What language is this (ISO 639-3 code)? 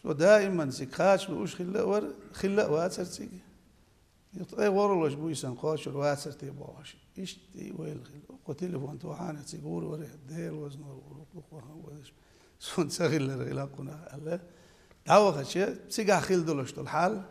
che